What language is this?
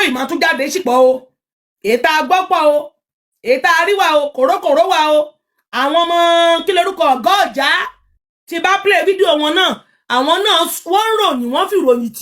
Yoruba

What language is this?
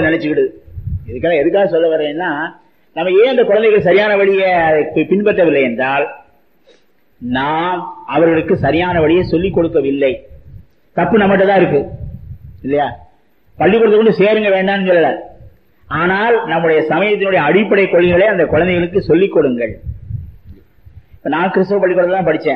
Tamil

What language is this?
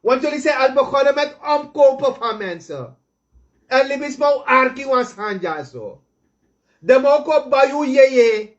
Sranan Tongo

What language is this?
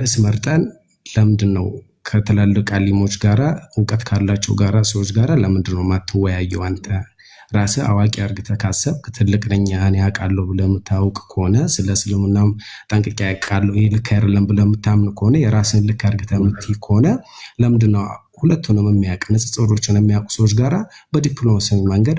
Amharic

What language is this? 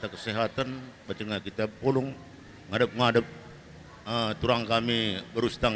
Batak Karo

